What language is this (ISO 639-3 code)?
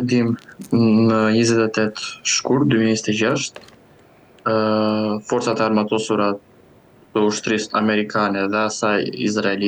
sqi